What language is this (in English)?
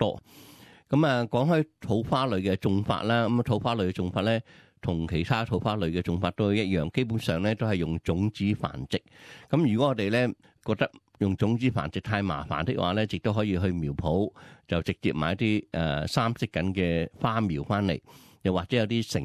Cantonese